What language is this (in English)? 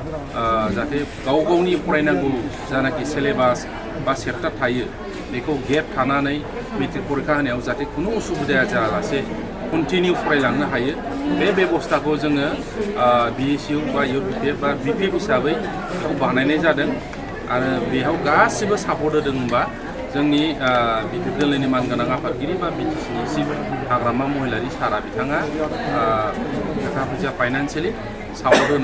Bodo